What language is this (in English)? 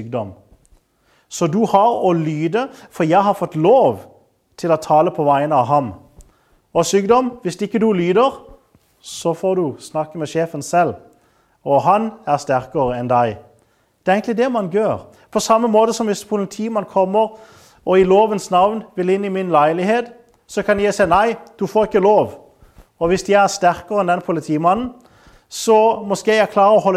Norwegian